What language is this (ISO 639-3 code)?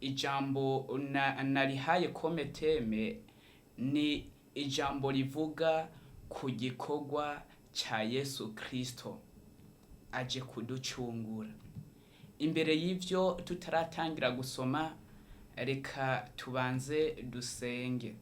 run